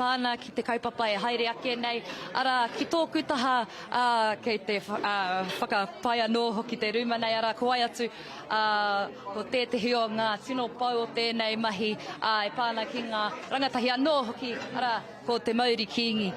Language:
Māori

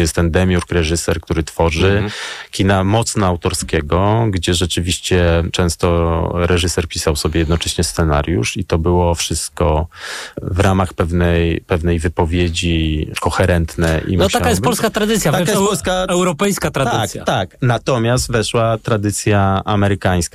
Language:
Polish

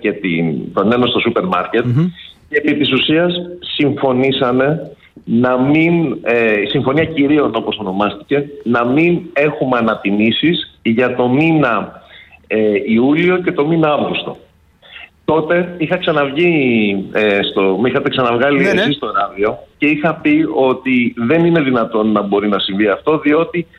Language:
Greek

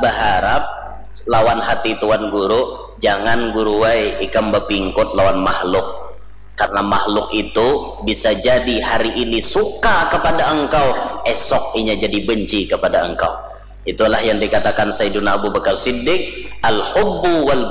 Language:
Banjar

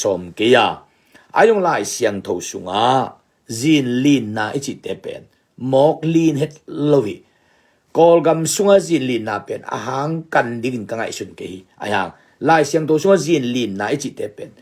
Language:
Tedim Chin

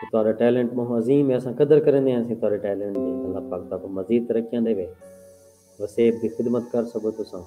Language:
Saraiki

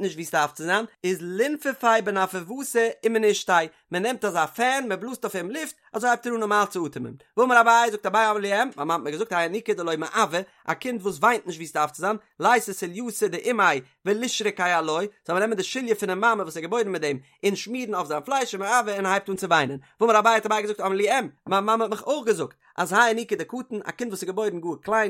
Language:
Yiddish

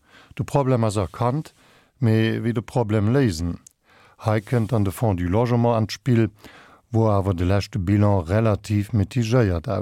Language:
Luxembourgish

